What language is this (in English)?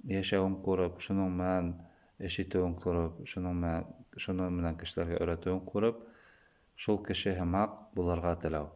Bashkir